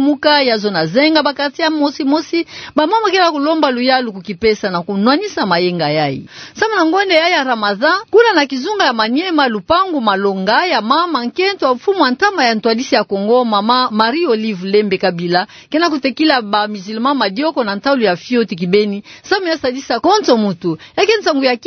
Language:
Kituba (Democratic Republic of Congo)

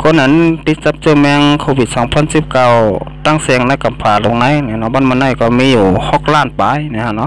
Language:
Shan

